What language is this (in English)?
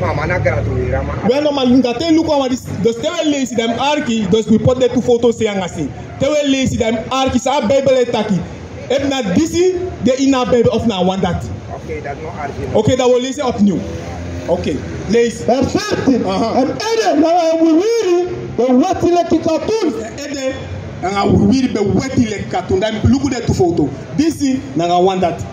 Sranan Tongo